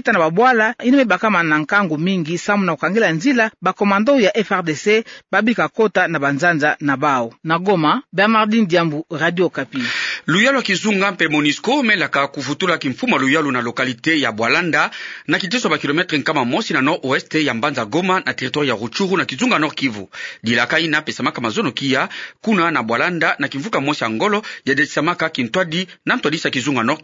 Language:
Kituba (Democratic Republic of Congo)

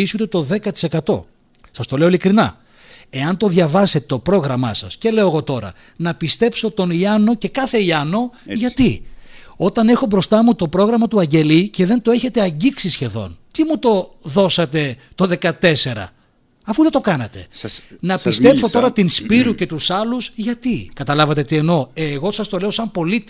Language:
Greek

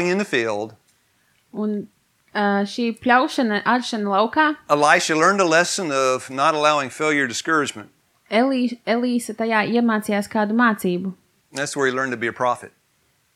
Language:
Latvian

